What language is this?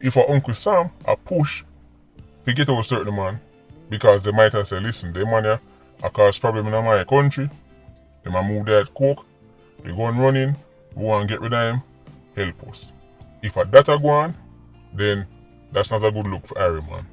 Jamaican Creole English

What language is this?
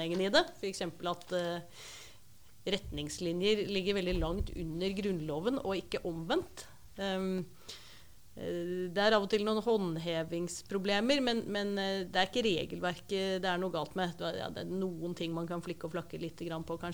Norwegian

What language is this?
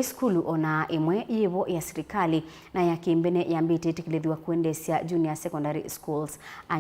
Kamba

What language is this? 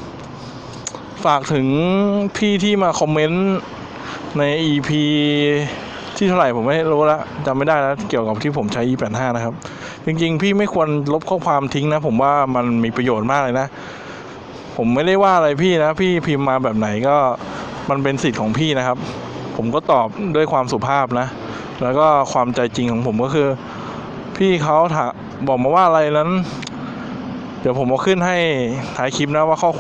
Thai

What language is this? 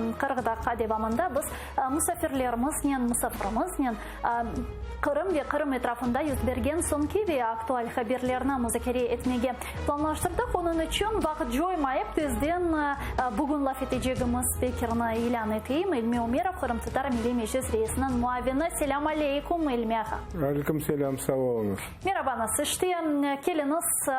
Crimean Tatar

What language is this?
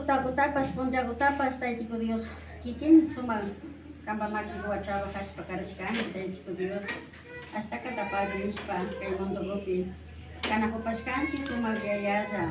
Imbabura Highland Quichua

